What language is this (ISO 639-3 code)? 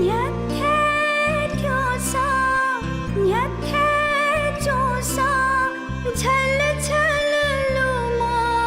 new